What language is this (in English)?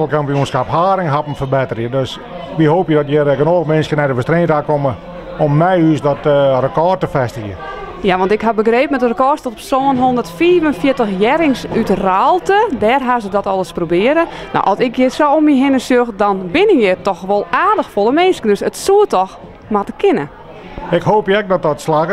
Western Frisian